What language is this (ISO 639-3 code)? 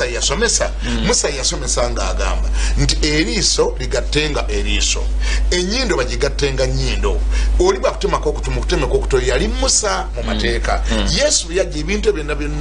lug